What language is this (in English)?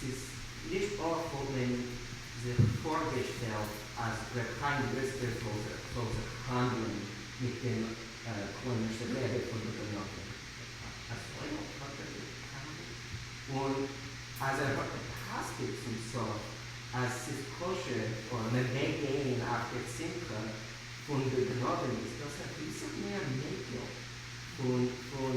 Yiddish